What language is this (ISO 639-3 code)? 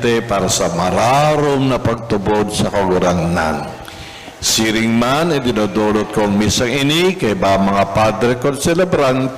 bik